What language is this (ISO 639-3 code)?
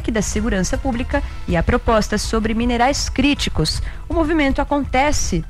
por